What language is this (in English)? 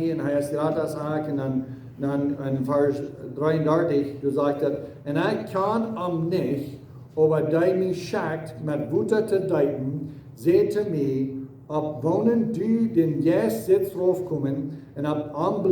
Plautdietsch